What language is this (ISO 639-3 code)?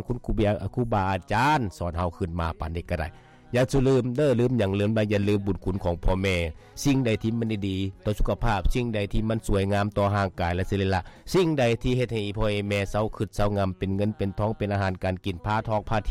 lao